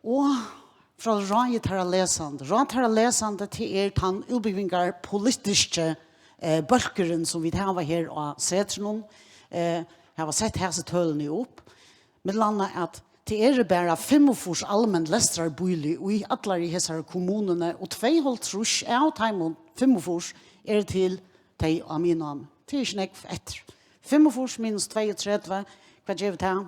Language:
Faroese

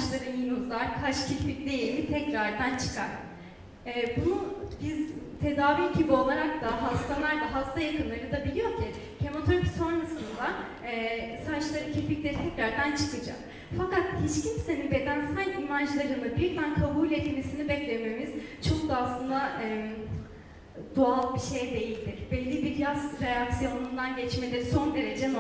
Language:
Turkish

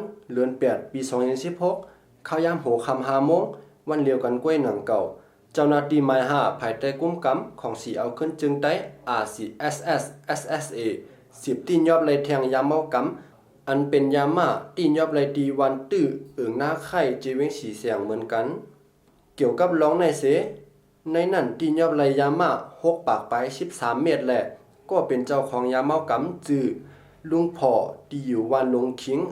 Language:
Shan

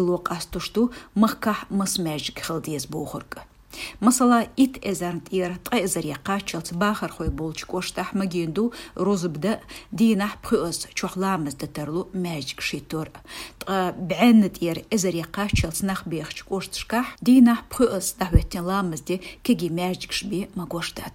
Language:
Chechen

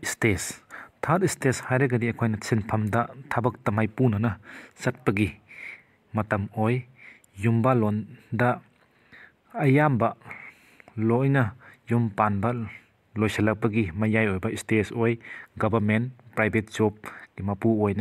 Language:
Manipuri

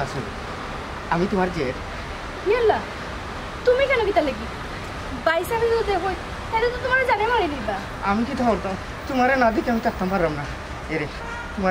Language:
Sylheti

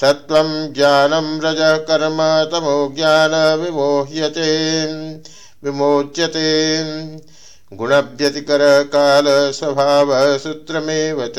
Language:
Sanskrit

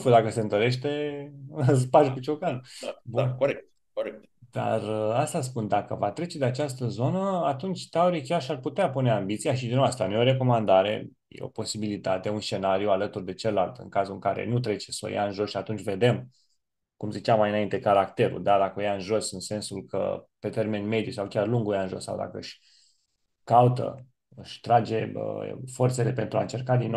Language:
Romanian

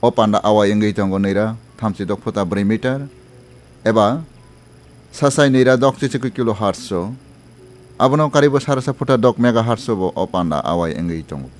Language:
Kok Borok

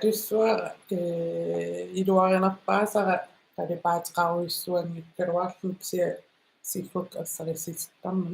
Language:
Kalaallisut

